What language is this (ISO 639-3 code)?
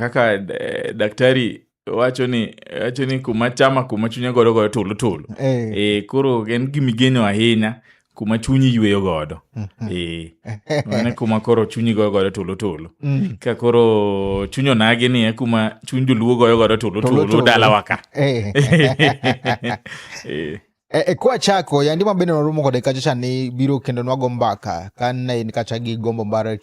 luo